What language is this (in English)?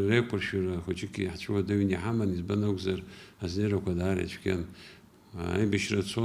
Abkhazian